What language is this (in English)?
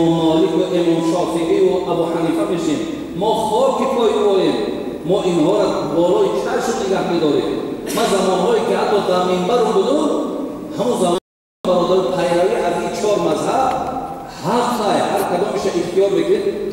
Tajik